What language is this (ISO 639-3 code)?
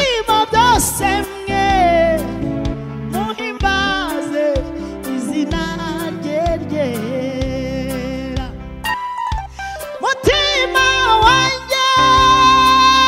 kin